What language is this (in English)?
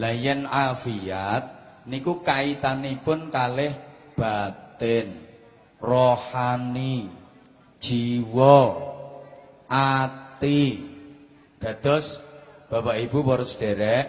Javanese